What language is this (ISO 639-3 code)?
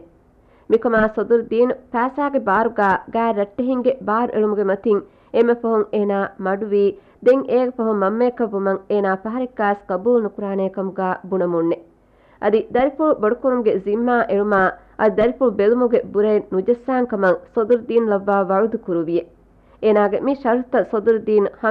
div